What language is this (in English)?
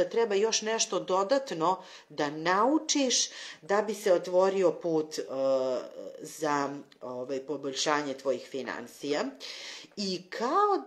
Serbian